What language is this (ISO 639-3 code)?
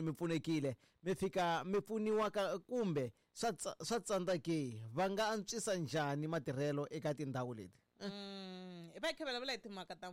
tso